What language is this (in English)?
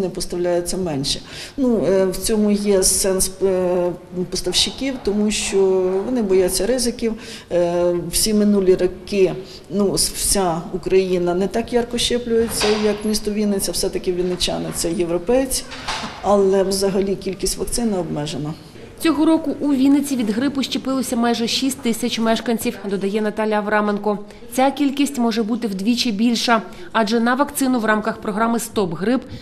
Ukrainian